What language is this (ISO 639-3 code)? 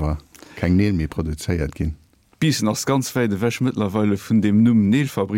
ltz